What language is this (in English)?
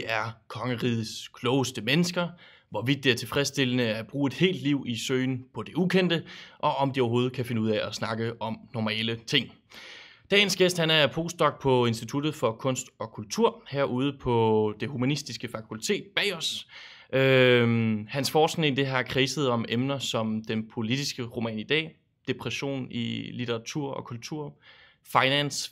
Danish